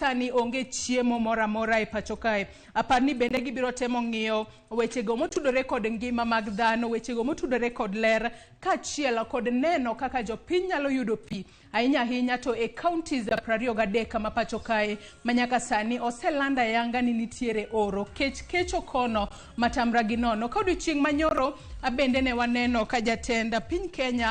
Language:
Luo (Kenya and Tanzania)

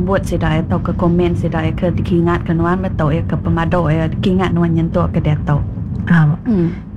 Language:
Iban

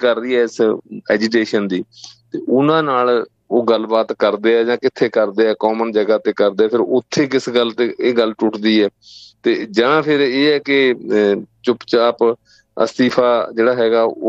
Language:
Punjabi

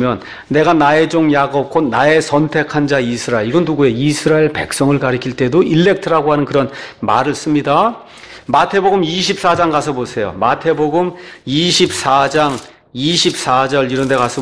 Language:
Korean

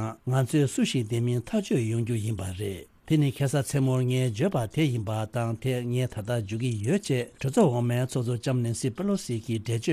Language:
Tibetan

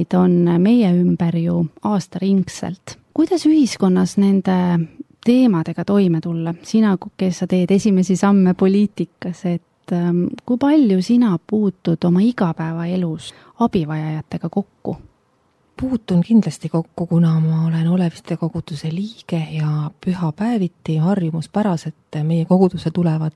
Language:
Estonian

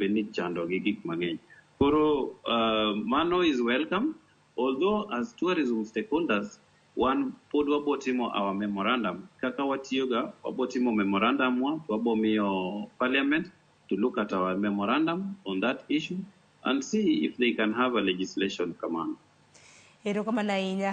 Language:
Luo (Kenya and Tanzania)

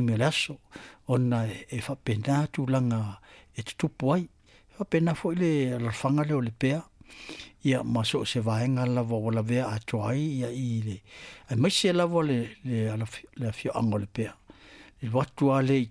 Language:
Samoan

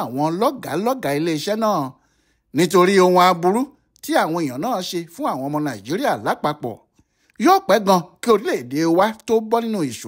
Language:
Yoruba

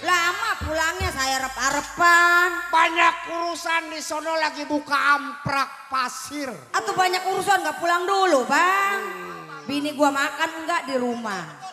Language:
Betawi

